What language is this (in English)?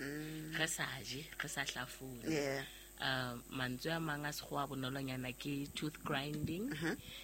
Southern Sotho